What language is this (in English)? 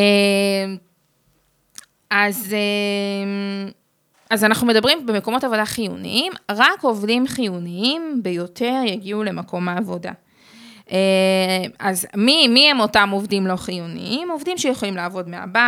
Hebrew